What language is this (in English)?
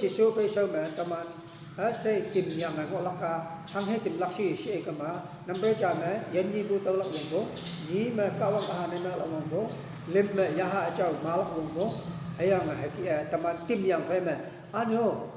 Konyak Naga